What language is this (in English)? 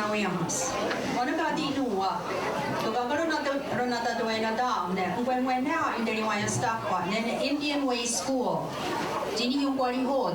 Mohawk